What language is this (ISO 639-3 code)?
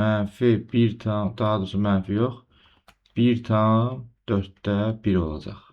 aze